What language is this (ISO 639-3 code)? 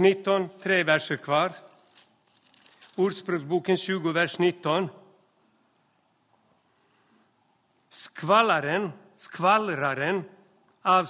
swe